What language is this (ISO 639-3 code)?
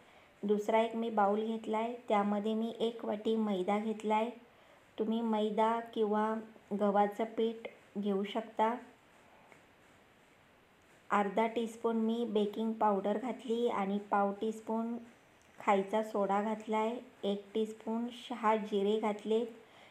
mar